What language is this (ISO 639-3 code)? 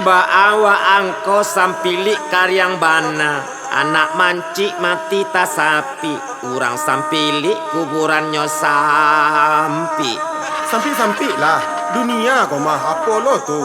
min